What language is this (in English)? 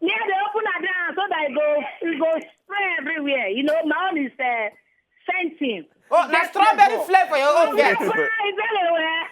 Nigerian Pidgin